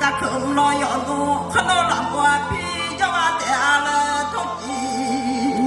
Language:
Akha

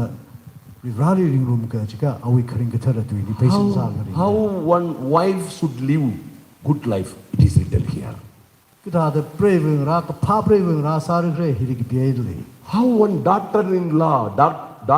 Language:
Tangkhul Naga (India)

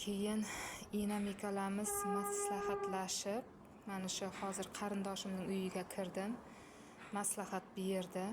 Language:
Uzbek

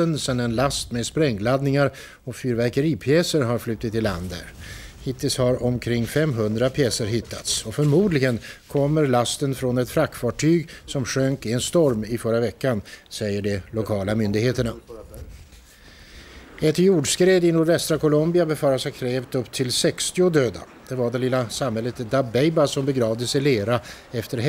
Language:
Swedish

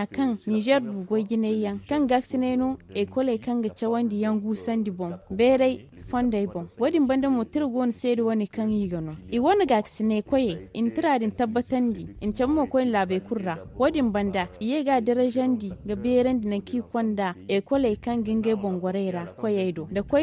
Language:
Zarma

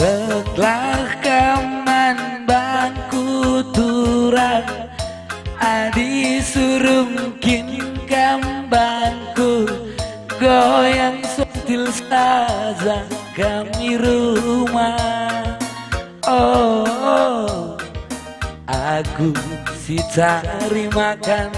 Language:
Batak Karo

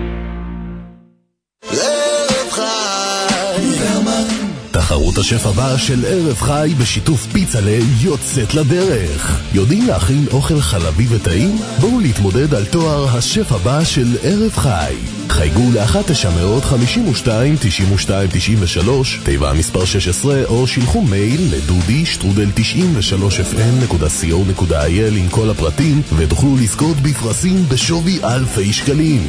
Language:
Hebrew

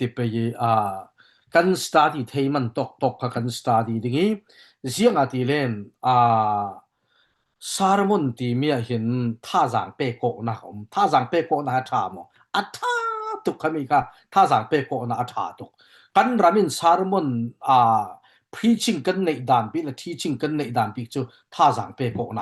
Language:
Falam Chin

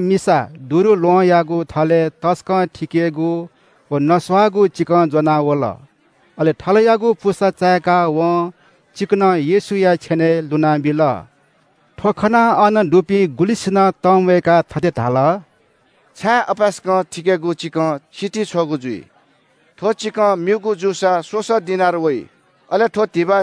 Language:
Newari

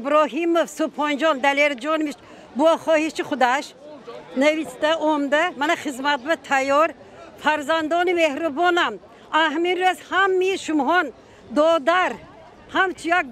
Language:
Tajik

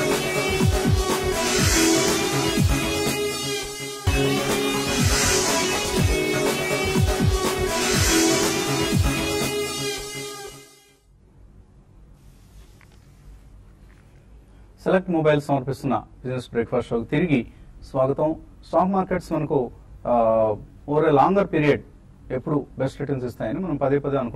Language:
Telugu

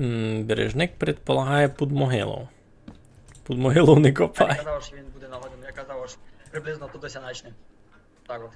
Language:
Rusyn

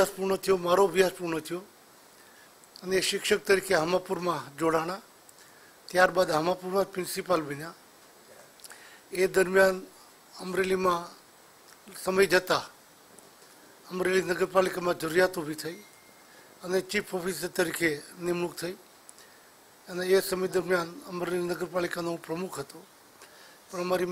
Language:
Gujarati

